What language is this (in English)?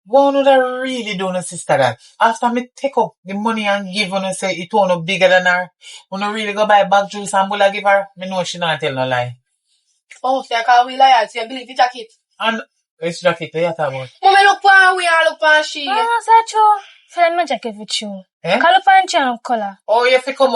Jamaican Creole English